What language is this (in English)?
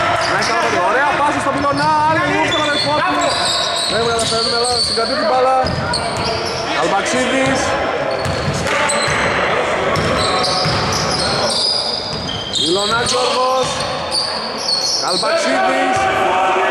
Greek